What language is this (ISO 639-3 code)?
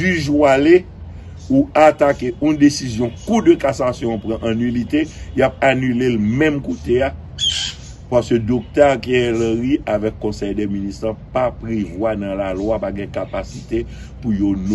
hat